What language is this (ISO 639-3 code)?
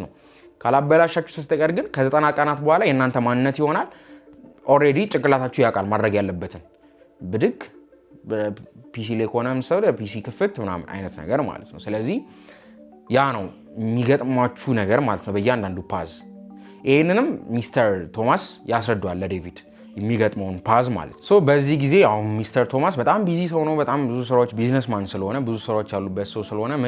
amh